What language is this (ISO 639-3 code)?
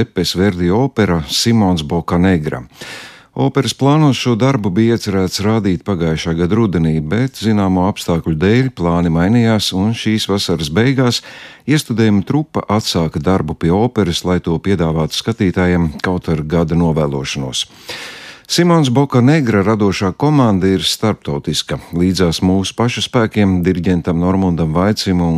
lav